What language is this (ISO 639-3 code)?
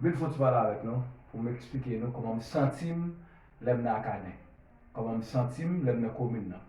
hat